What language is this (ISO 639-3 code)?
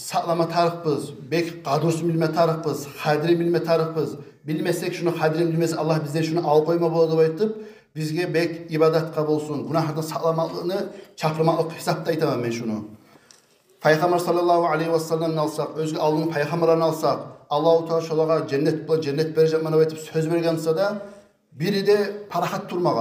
kum